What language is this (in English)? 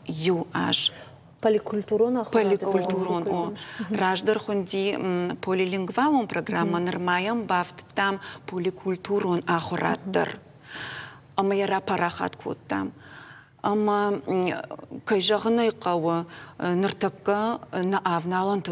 Ossetic